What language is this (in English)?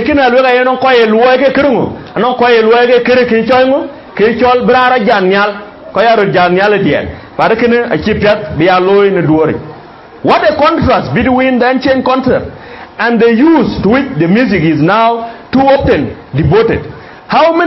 Dinka